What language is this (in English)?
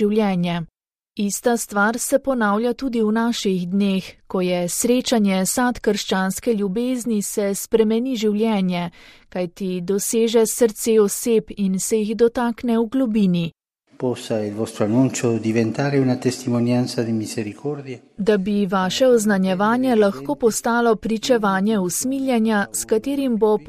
Slovenian